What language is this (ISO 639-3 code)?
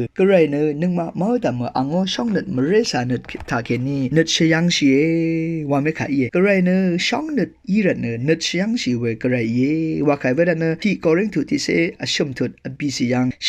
raw